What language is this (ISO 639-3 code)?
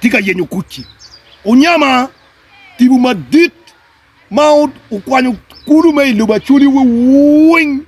ach